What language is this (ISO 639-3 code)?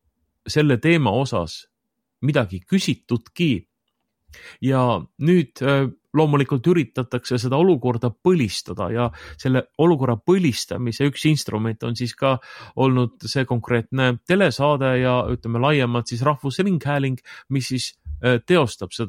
est